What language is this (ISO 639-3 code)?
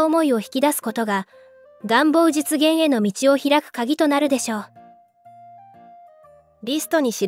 jpn